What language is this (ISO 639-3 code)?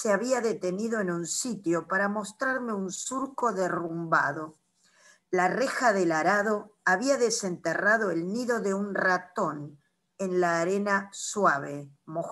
spa